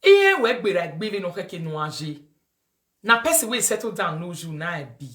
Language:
Nigerian Pidgin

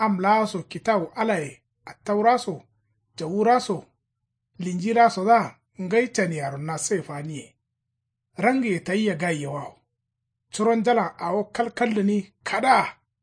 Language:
Kanuri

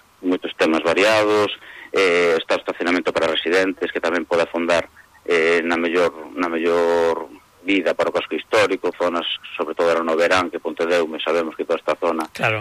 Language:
Galician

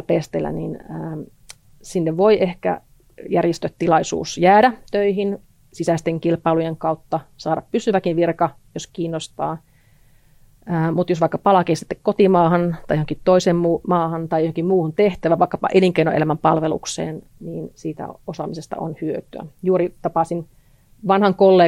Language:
Finnish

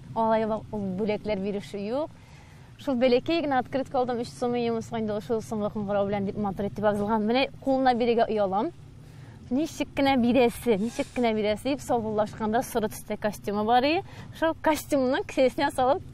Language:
Tatar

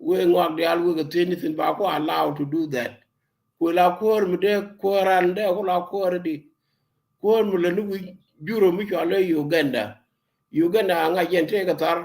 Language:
Nuer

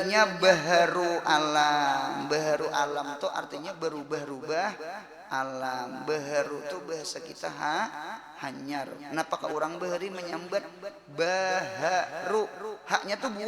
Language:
Banjar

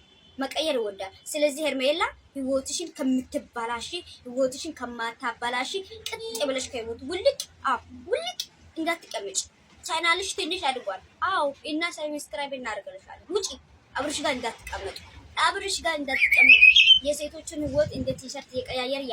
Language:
Amharic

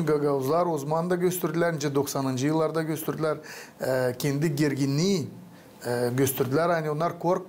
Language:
Gagauz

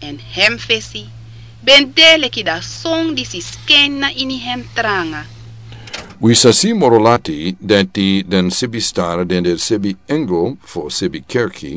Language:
Sranan Tongo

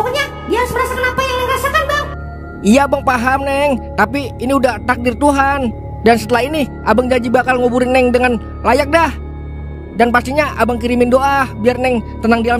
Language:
Betawi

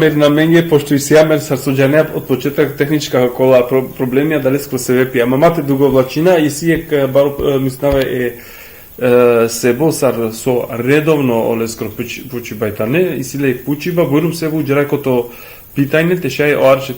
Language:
Balkan Romani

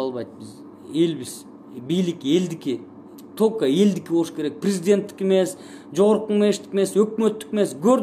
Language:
Kyrgyz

